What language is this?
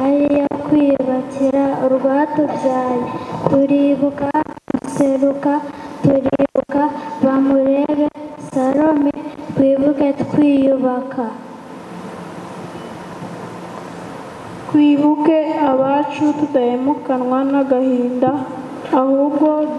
Kinyarwanda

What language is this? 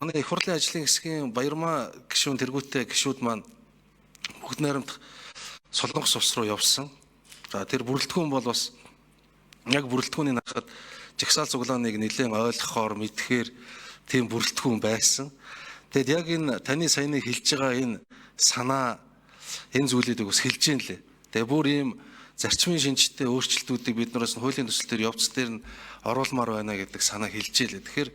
Mongolian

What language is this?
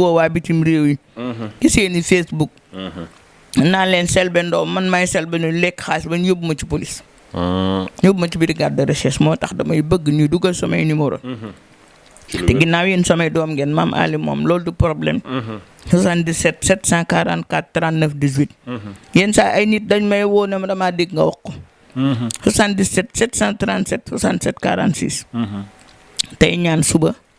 Wolof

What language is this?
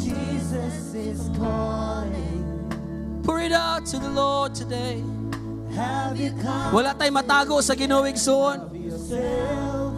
Cebuano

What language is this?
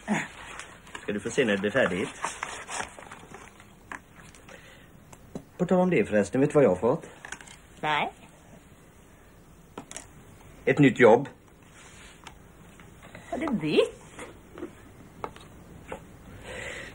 Swedish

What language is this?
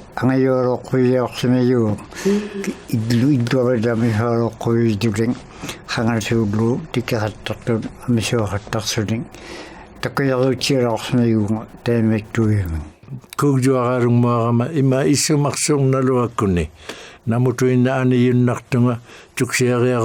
Inuktitut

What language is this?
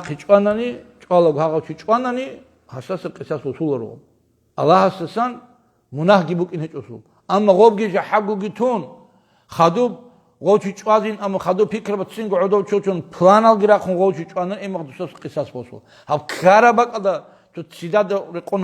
Avaric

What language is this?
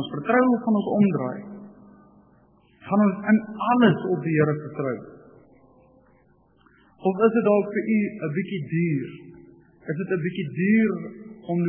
Afrikaans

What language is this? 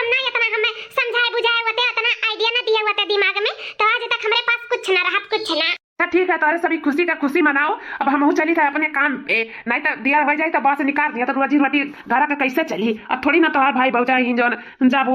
Awadhi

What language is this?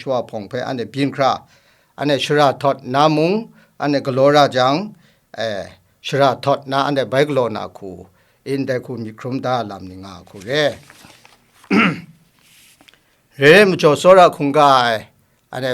Kachin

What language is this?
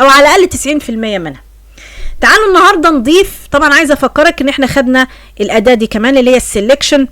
Egyptian Arabic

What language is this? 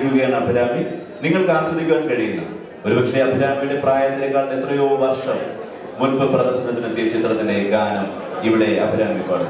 Malayalam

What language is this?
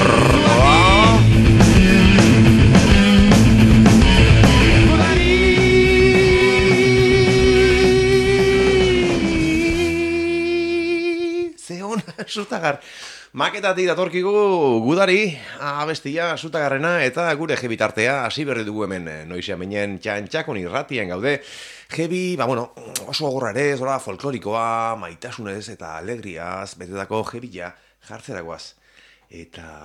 Basque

